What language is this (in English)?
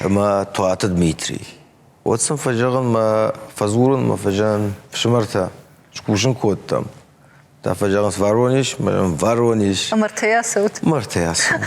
Ossetic